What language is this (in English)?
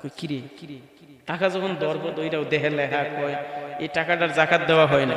Sylheti